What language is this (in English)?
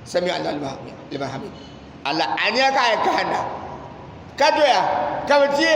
Dagbani